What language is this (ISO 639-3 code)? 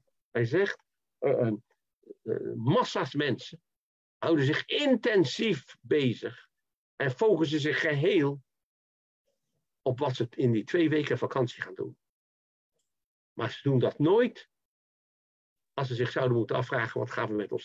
nld